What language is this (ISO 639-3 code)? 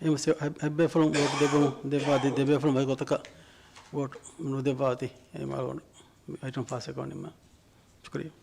div